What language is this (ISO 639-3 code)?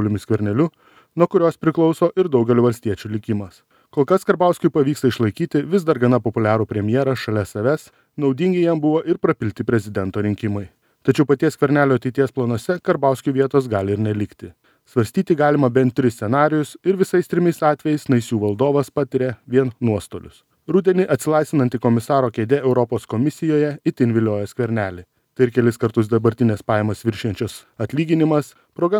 lit